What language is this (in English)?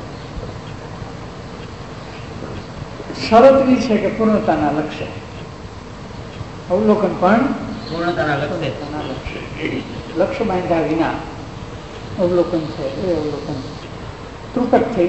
Gujarati